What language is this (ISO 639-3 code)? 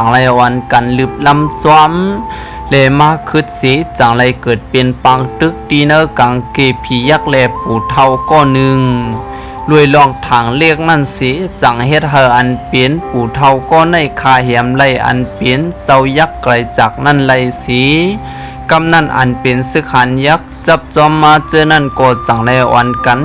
shn